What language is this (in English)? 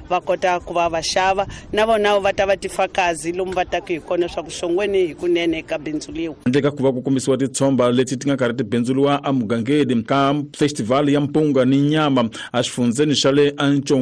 Tsonga